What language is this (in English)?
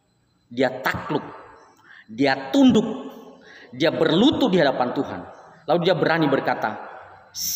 Nias